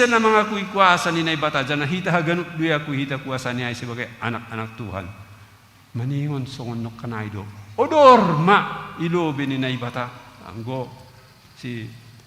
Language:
Batak Simalungun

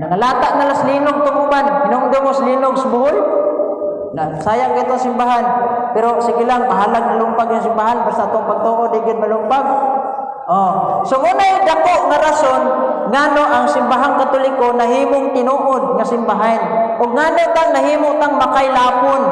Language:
Cebuano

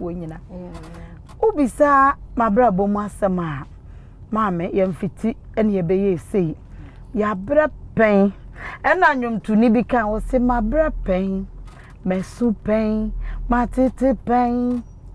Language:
Akan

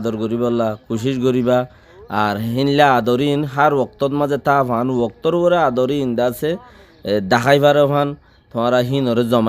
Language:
Rohingya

